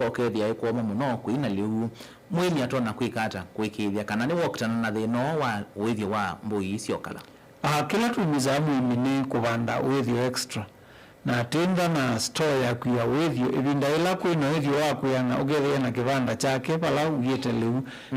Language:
Kamba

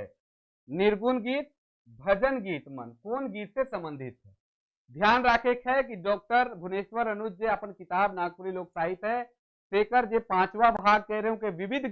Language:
Sadri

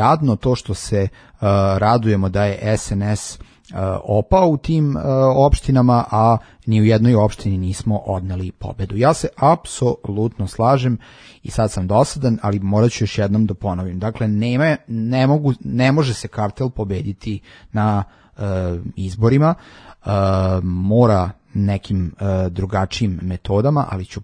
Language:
Serbian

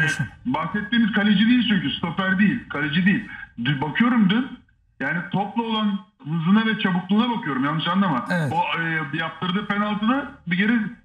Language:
Turkish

